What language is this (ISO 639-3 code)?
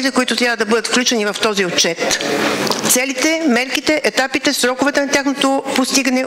bul